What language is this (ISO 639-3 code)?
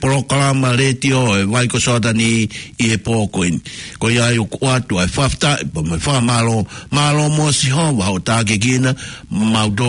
ton